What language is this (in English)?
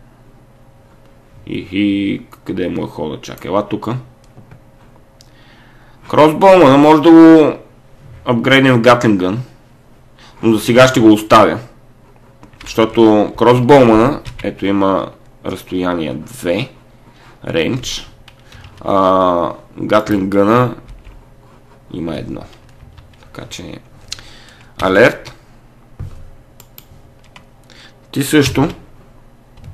Bulgarian